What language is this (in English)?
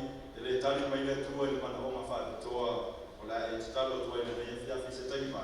Samoan